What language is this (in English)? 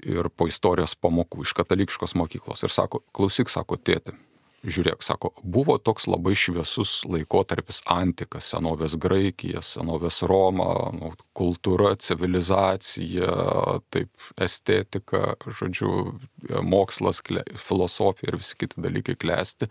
Lithuanian